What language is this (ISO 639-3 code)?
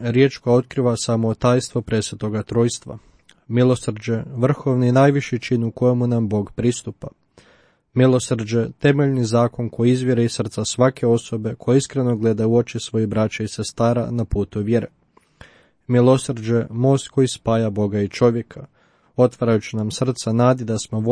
hrv